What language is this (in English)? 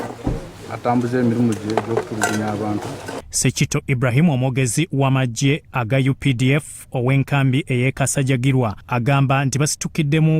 Ganda